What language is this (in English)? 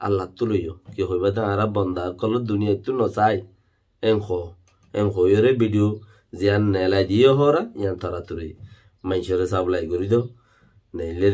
Rohingya